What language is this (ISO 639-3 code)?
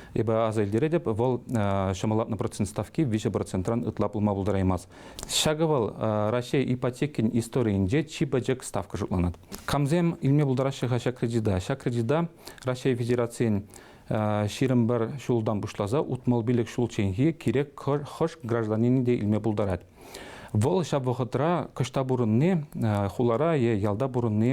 chv